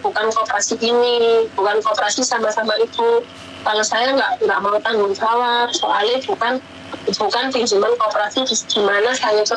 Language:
Indonesian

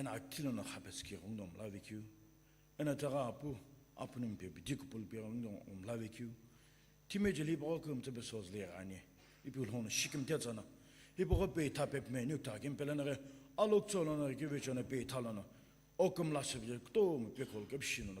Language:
Sumi Naga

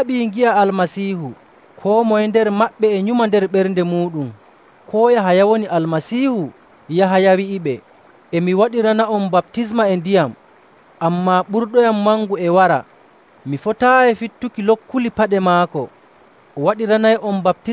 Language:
Nigerian Fulfulde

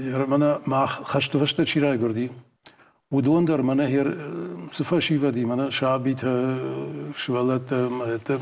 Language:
Ossetic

